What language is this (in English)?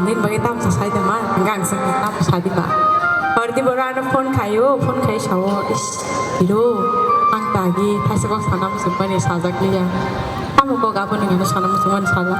Kok Borok